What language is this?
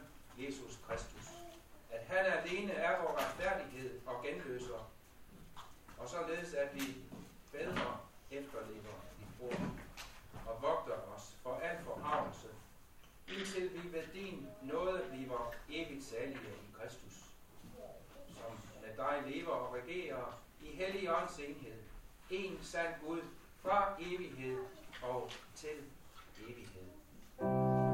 Danish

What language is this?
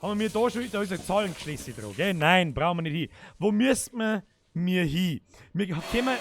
Bavarian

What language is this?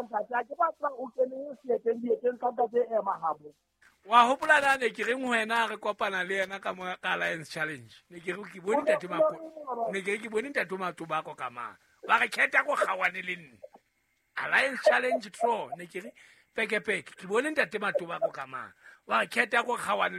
Southern Sotho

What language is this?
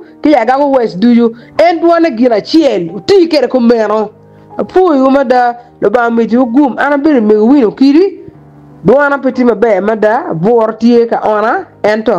Acoli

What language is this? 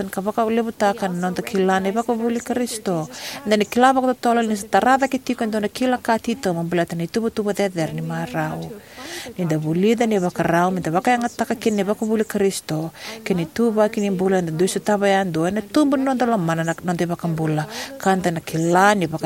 Fijian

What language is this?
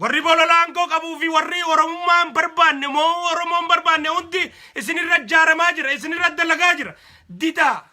Oromo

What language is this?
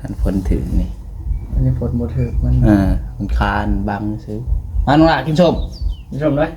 Northeastern Thai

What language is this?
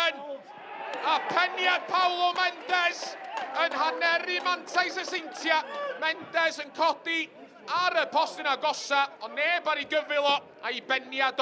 Welsh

